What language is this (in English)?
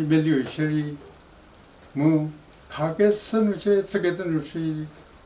Angami Naga